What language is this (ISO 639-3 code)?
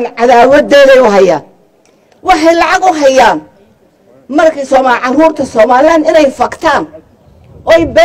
som